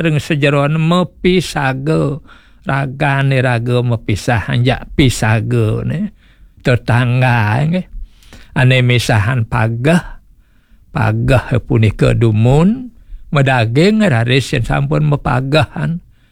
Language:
Balinese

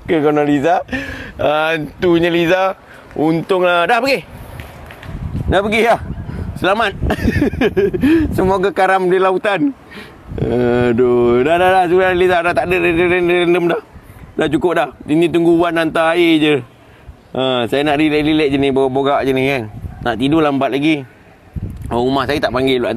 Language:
Malay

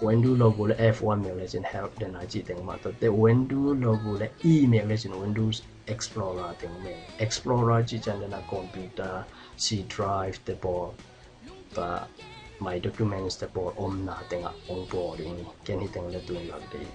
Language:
Tedim Chin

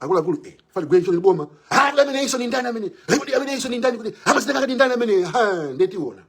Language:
Nyanja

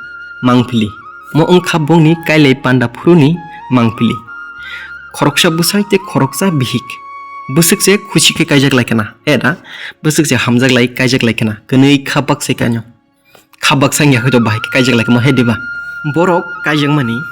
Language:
Kok Borok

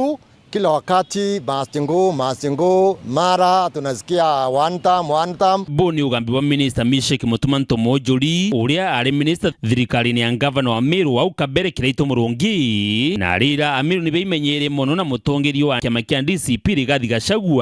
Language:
Meru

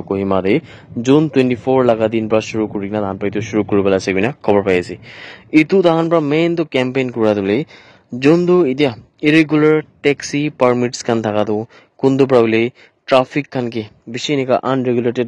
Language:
Naga Pidgin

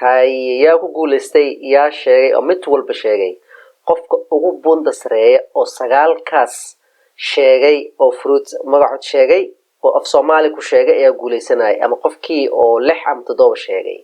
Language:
Somali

